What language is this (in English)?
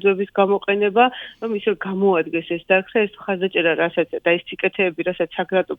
Georgian